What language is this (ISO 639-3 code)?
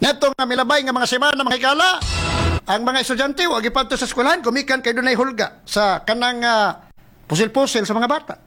ceb